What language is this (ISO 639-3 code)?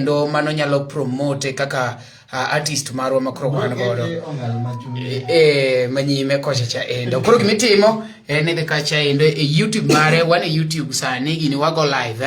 luo